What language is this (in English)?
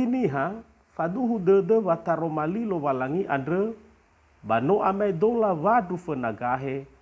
Nias